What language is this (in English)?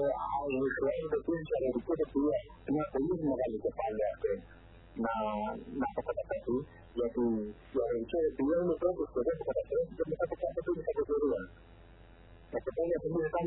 Greek